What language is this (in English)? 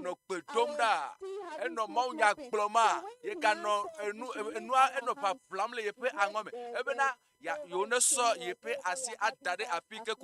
Ewe